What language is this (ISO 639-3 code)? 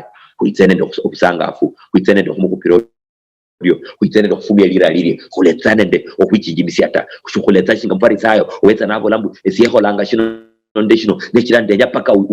luy